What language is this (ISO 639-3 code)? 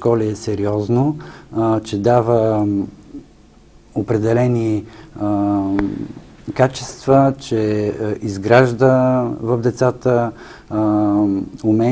bul